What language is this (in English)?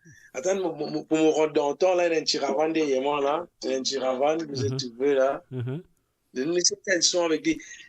Morisyen